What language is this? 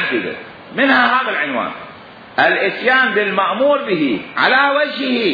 Mesopotamian Arabic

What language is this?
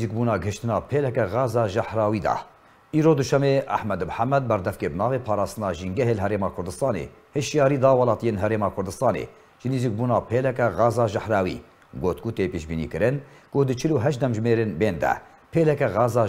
Kurdish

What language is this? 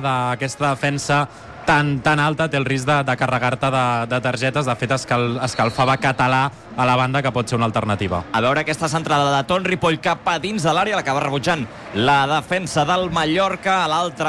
Catalan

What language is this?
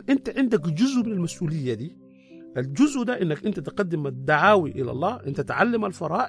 Sudanese Arabic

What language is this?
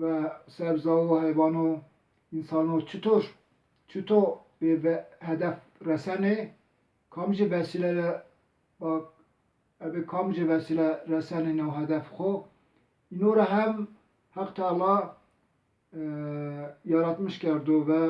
Zaza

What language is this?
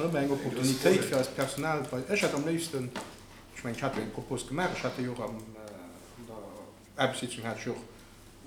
Luxembourgish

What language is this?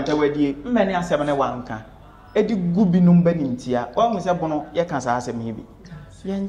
Akan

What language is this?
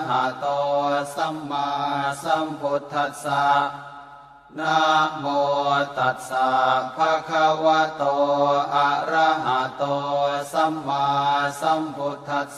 Pali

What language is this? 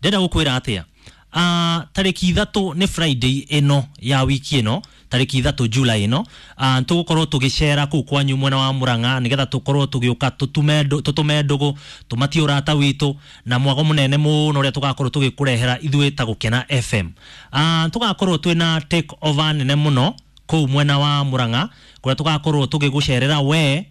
Kikuyu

